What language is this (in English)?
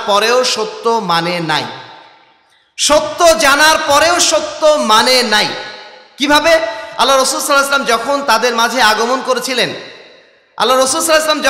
Bangla